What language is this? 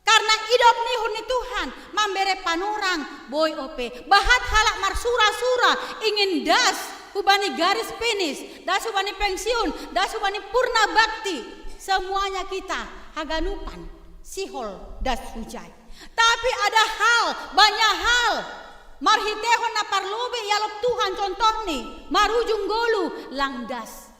Batak Simalungun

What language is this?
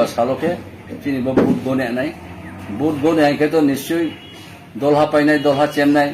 Riang (India)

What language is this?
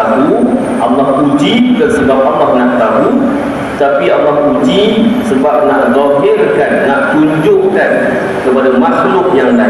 Malay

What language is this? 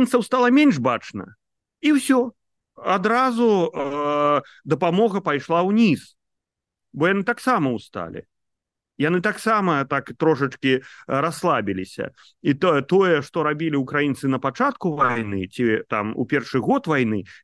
Belarusian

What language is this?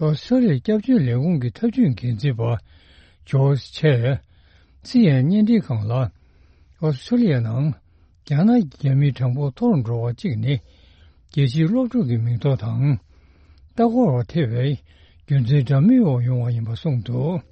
Tibetan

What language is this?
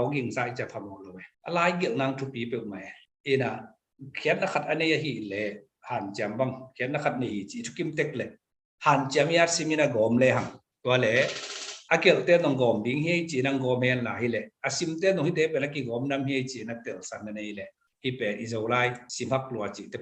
Tedim Chin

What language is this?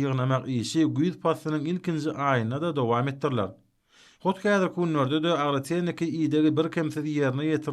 Turkmen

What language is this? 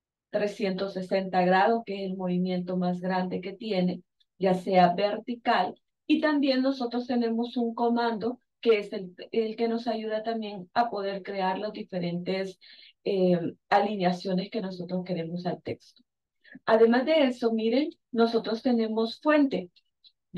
Spanish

